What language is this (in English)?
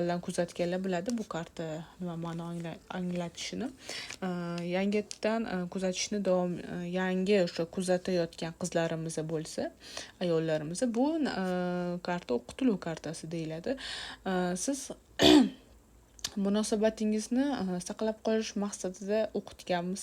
Uzbek